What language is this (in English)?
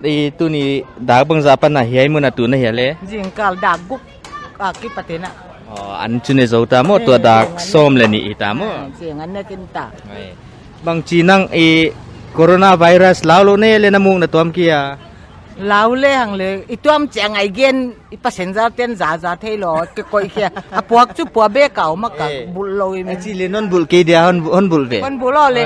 Paite Chin